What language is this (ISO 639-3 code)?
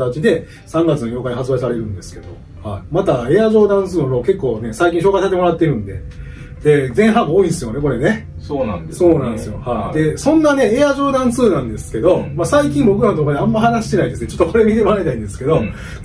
jpn